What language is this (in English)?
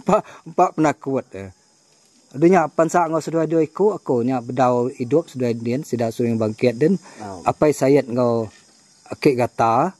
Iban